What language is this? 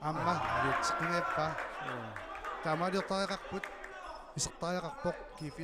Kalaallisut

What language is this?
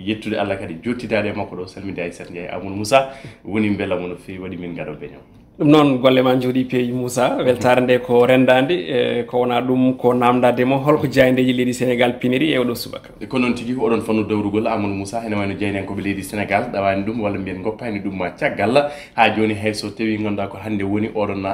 Fula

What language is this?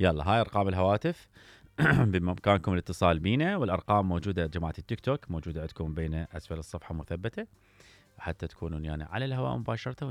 Mesopotamian Arabic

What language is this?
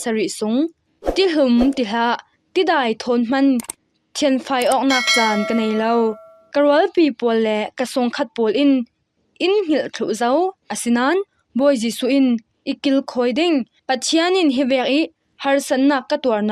Falam Chin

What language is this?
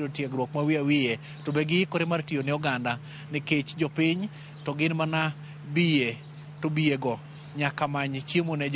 Luo (Kenya and Tanzania)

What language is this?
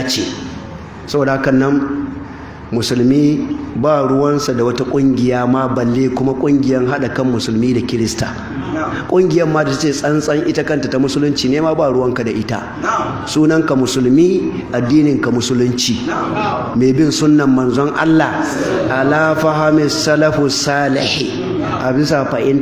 Hausa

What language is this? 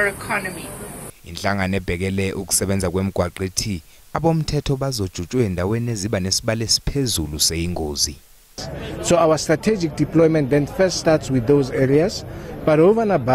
Zulu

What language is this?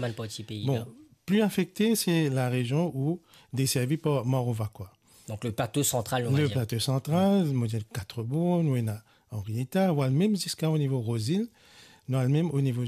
Morisyen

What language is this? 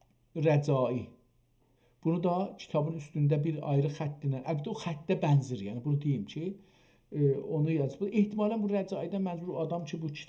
South Azerbaijani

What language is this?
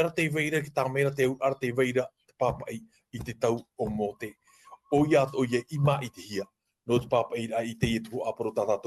Tahitian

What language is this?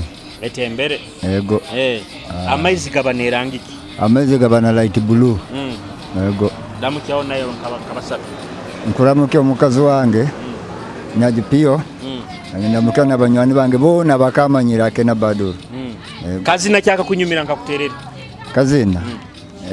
Nyoro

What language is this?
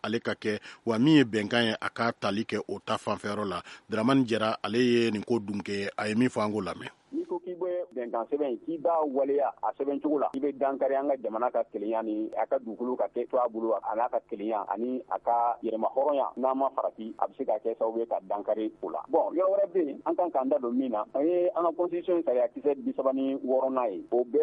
Bambara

